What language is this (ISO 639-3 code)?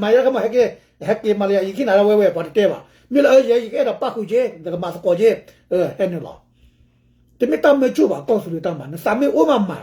ksw